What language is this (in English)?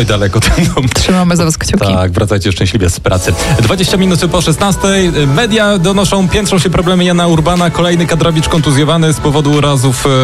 Polish